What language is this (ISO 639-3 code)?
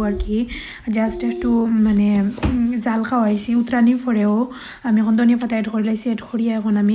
syl